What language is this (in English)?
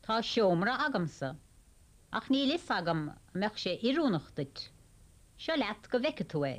Irish